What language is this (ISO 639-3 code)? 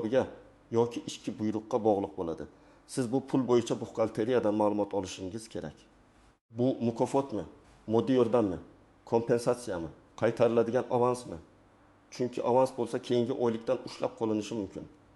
uzb